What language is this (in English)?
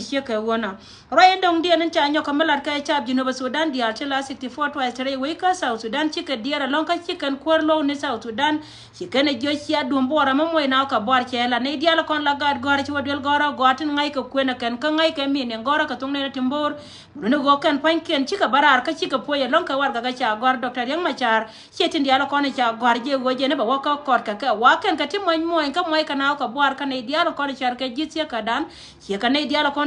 Nuer